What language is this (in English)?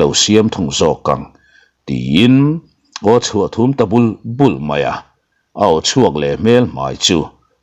Mizo